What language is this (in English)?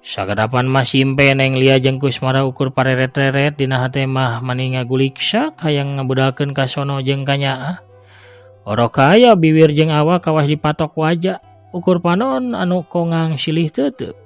Sundanese